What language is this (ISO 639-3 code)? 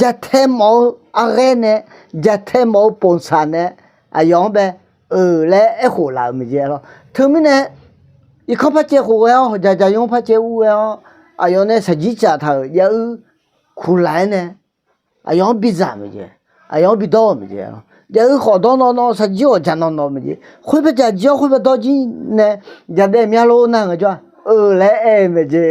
ahk